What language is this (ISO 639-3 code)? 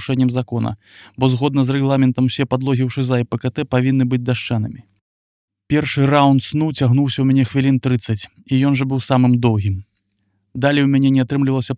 bel